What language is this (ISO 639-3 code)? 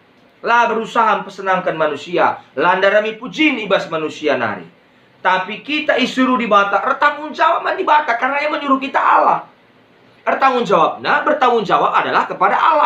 btx